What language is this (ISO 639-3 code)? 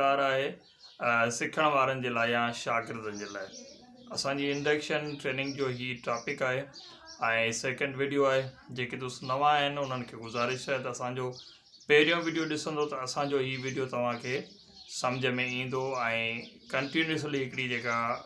snd